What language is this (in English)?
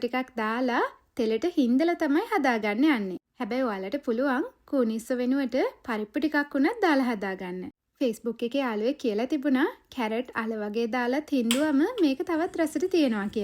Sinhala